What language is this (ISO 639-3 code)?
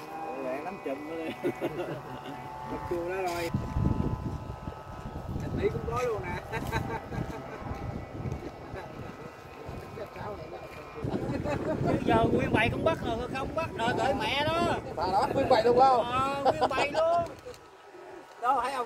vie